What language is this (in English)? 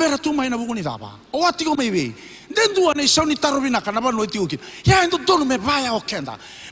Fijian